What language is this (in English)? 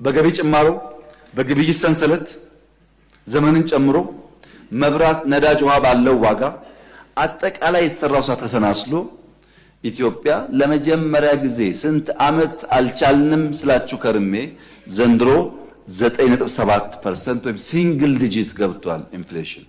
Amharic